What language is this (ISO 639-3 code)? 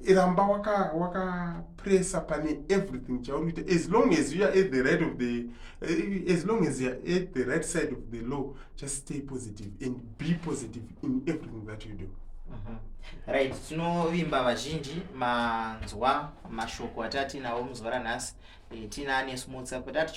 sna